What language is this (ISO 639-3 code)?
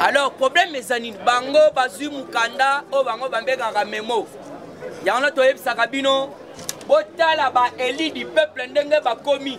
lin